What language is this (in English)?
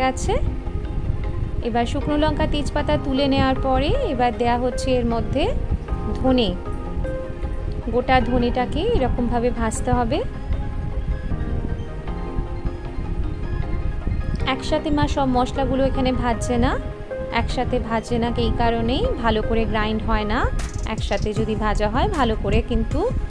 Bangla